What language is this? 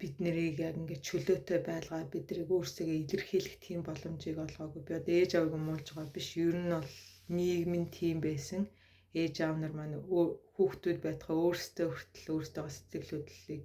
Mongolian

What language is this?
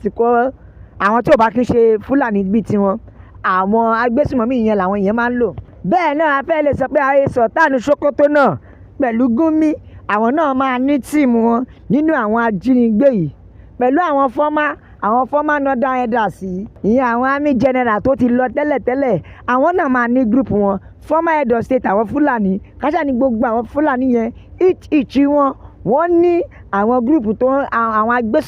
Yoruba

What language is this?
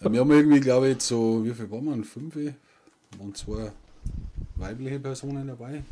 Bavarian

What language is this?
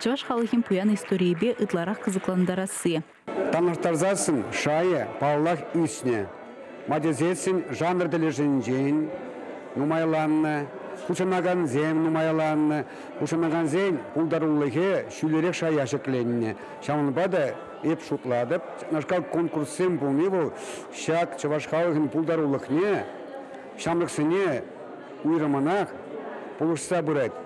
Chuvash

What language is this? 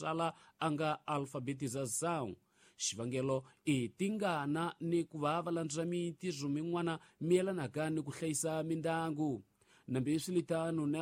Tsonga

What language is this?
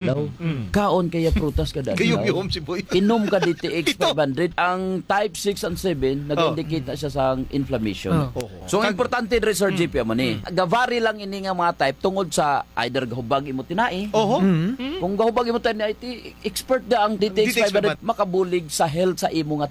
Hiligaynon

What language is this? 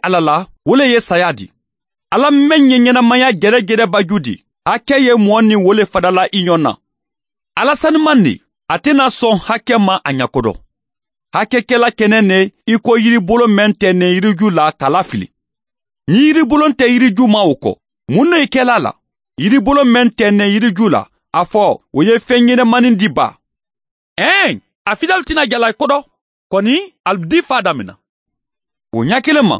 Mandingo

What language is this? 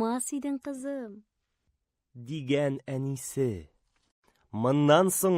Tatar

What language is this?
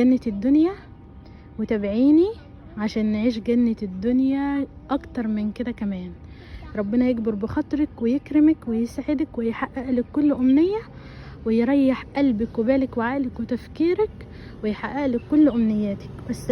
Egyptian Arabic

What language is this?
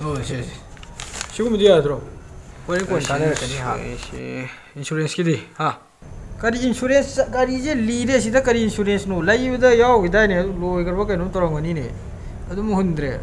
Manipuri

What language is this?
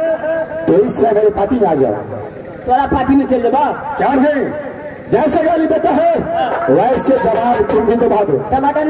Maithili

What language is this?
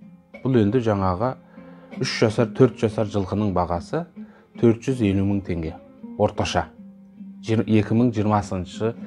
Kazakh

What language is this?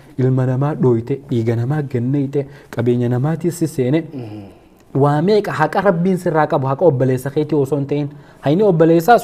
Oromo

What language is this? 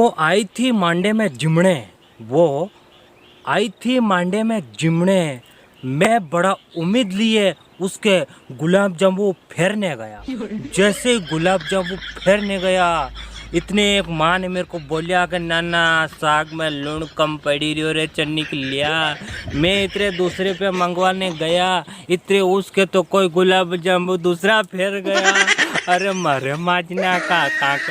Rajasthani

